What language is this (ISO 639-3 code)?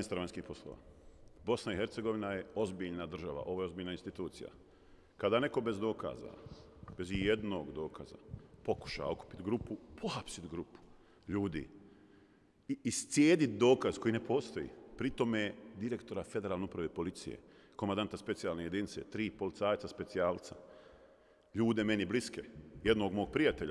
bos